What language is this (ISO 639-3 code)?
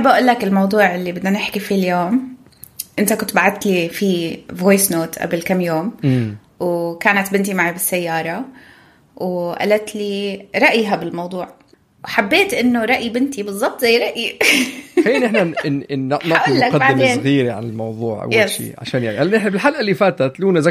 apc